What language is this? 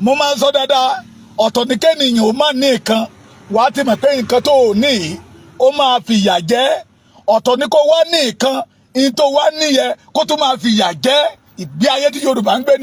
Yoruba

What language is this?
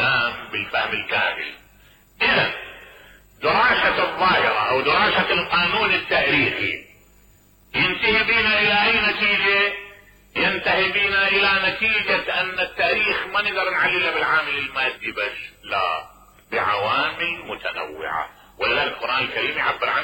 Mesopotamian Arabic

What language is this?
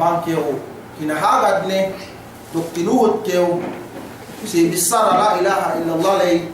Yakan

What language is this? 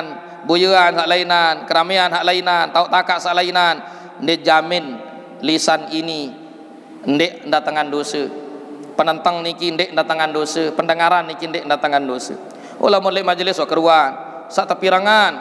Sasak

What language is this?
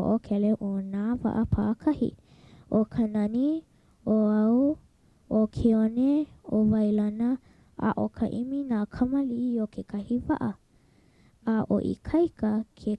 Hawaiian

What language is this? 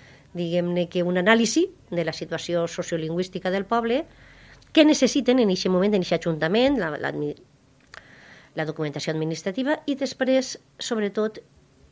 Catalan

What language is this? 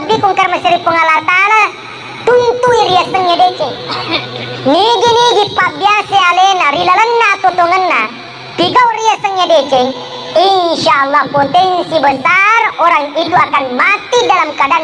Buginese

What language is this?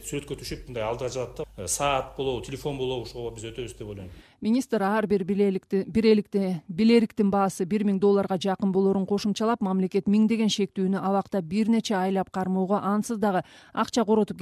Kyrgyz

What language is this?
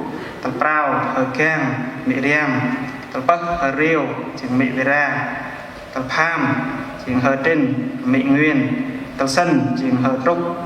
Central Mnong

